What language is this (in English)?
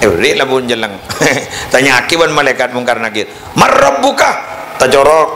Madurese